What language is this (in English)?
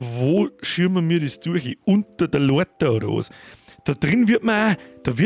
Bavarian